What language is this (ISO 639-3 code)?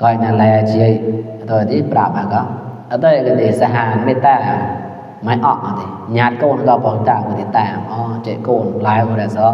mnw